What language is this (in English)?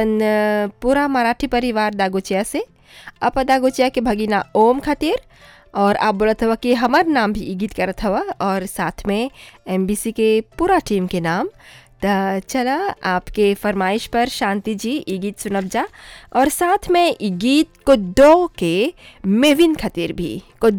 Bhojpuri